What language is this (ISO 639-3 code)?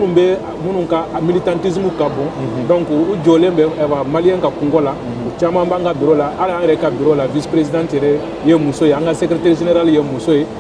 bam